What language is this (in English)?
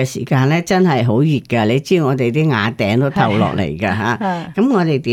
Cantonese